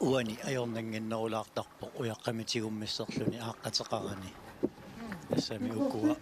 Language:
Kalaallisut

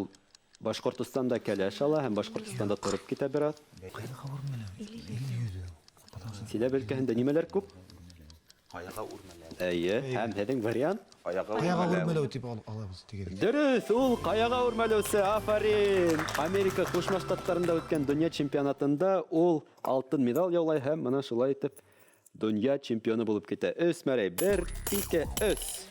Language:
Bashkir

